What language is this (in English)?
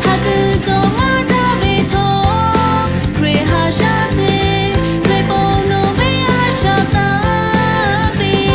Lahu